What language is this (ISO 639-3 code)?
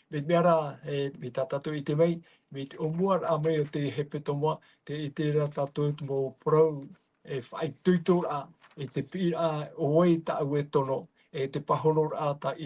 tah